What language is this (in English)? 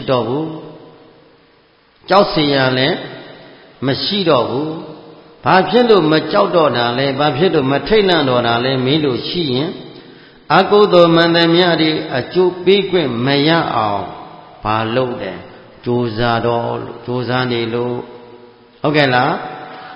Burmese